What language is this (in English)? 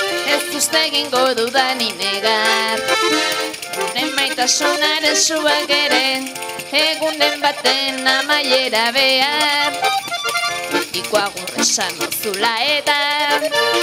Basque